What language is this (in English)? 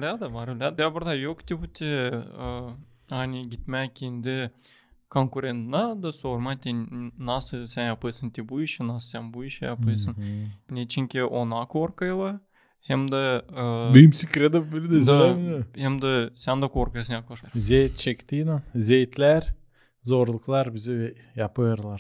Gagauz